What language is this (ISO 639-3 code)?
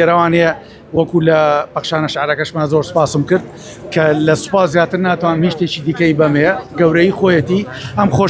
ckb